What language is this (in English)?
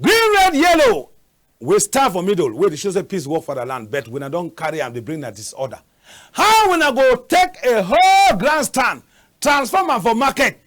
Cameroon Pidgin